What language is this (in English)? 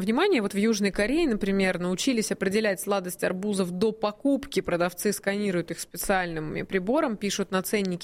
Russian